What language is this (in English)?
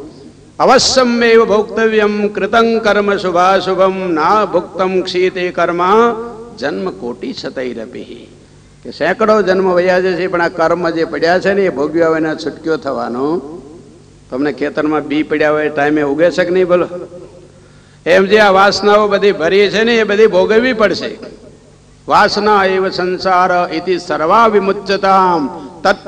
Gujarati